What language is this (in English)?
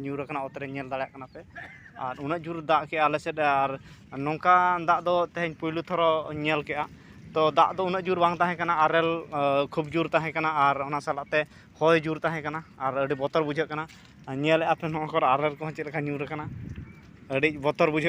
Santali